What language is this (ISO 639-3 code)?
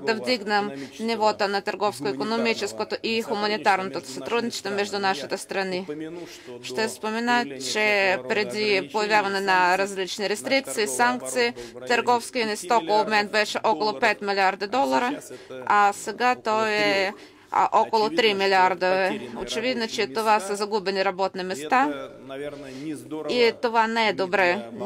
bul